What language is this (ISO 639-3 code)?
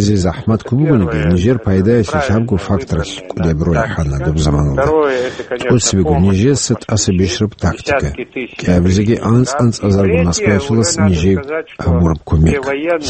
ava